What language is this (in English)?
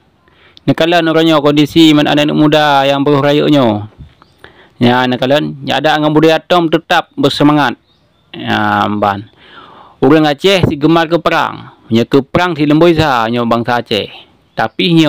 Achinese